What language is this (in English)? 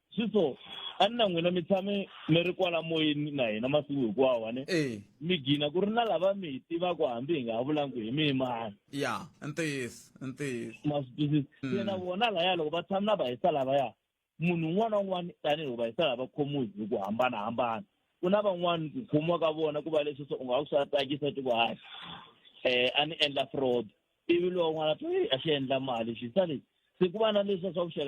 Tsonga